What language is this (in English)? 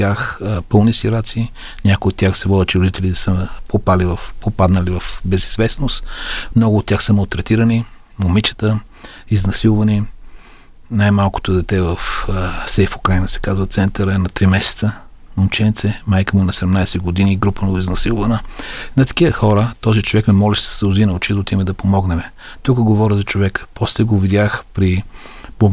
Bulgarian